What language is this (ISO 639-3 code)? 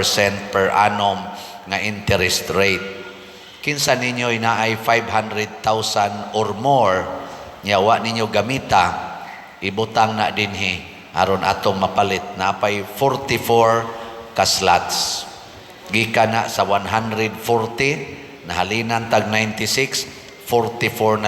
ceb